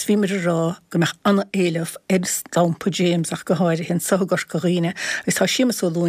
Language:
Irish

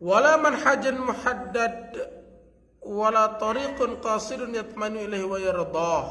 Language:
Sasak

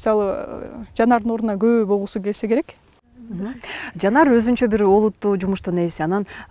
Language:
Kyrgyz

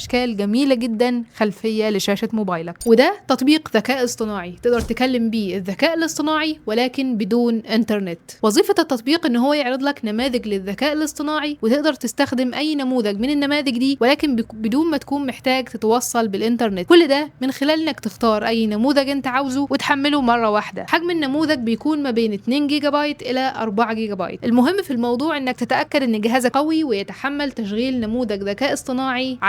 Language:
Egyptian Arabic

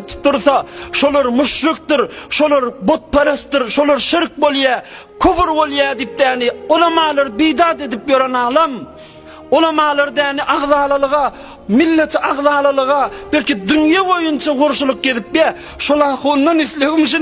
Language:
Turkmen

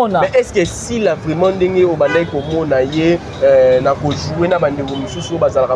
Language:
Lingala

